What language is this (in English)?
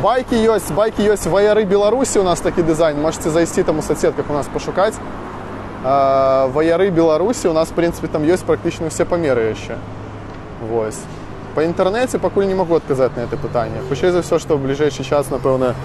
Belarusian